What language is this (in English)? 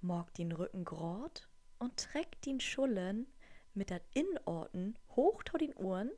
Low German